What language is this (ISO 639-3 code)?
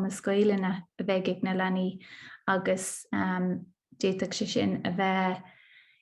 gle